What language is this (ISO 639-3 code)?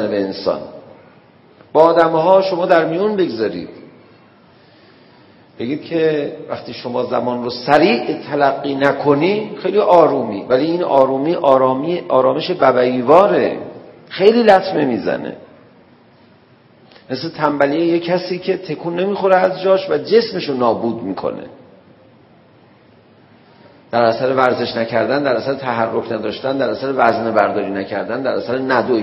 fas